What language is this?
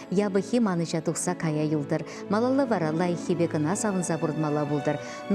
Chuvash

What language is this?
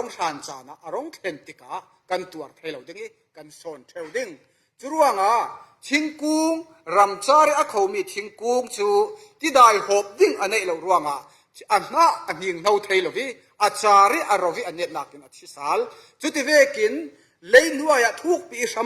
Falam Chin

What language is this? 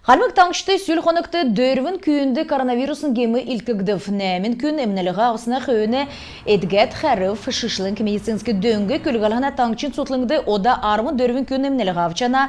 Kalmyk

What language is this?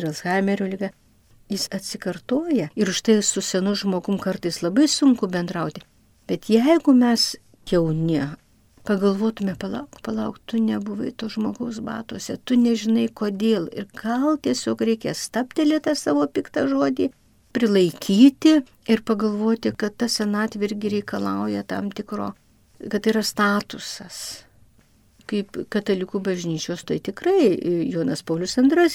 Lithuanian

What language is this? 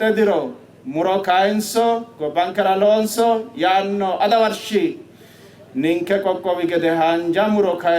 Sidamo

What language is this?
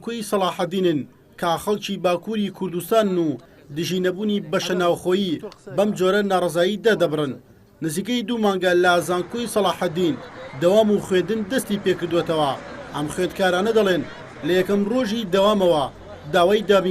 Central Kurdish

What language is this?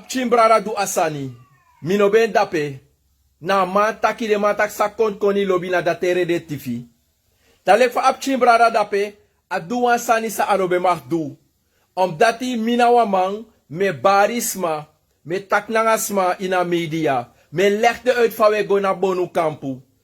Sranan Tongo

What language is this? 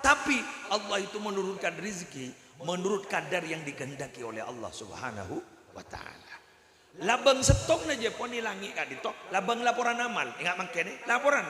Madurese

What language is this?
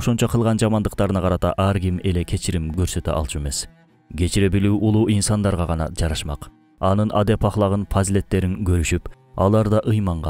Kyrgyz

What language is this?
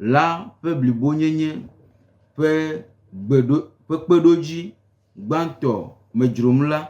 Gen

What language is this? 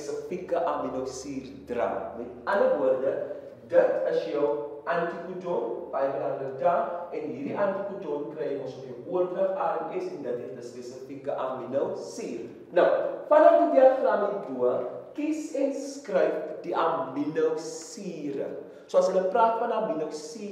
Afrikaans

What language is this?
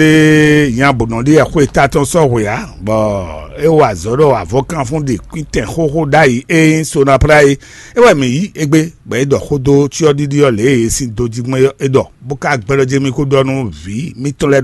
Fon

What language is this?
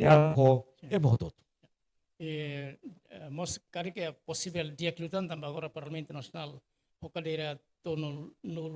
Tetum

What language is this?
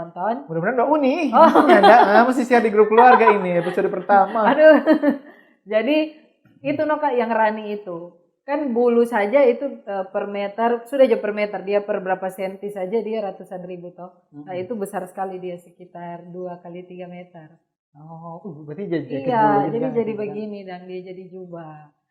Manado Malay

